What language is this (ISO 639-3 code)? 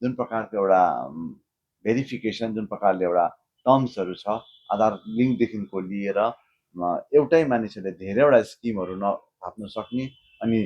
nep